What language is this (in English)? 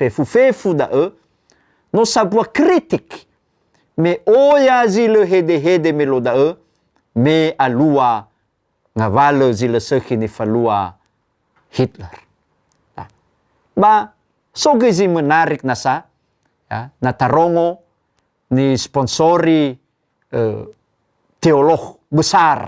Nias